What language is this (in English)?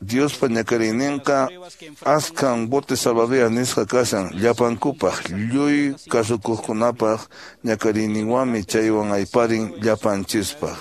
Quechua